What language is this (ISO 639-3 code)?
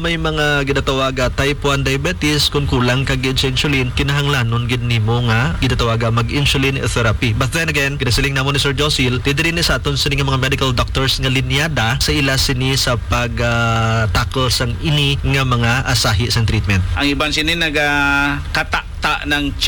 hil